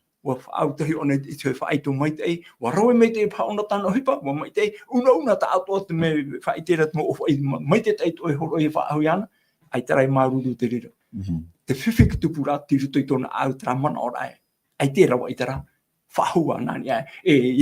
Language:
Tahitian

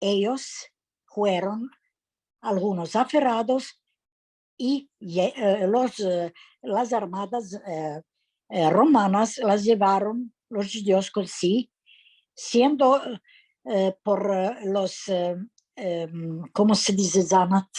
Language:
Ladino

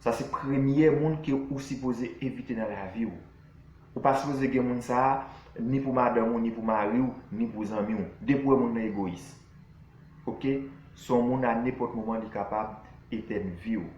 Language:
Haitian Creole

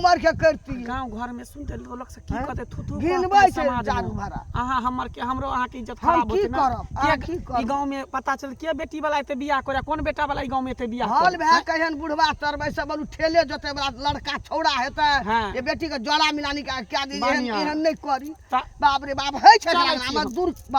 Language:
Maithili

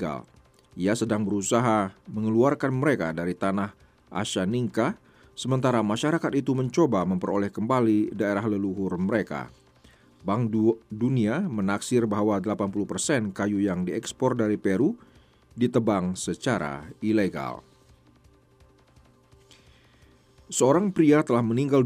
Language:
Indonesian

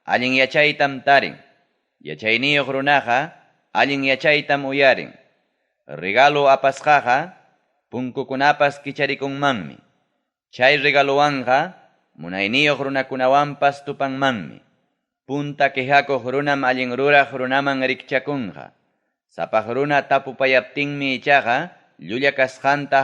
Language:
Ayacucho Quechua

